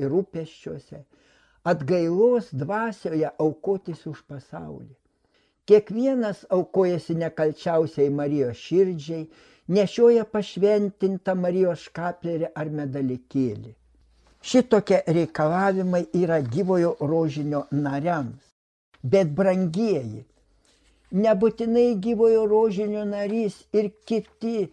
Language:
Lithuanian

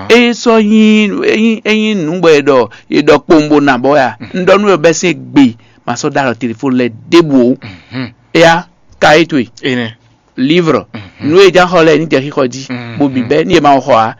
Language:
Fon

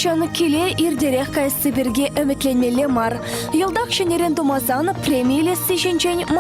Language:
Chuvash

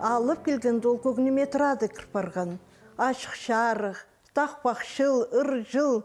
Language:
Khakas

